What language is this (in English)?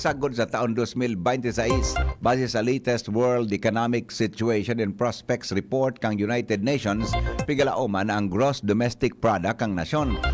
Bikol